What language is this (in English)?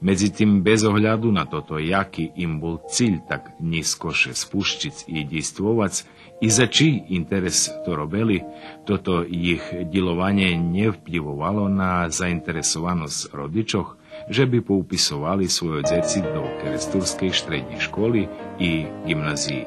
Rusyn